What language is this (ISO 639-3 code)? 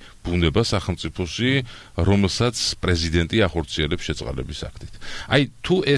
kat